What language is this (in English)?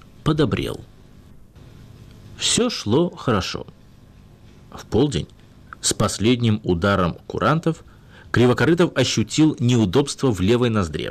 Russian